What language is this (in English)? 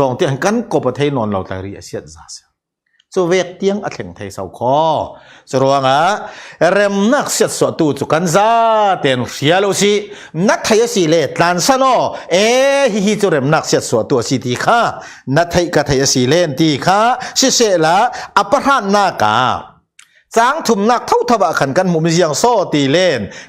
Falam Chin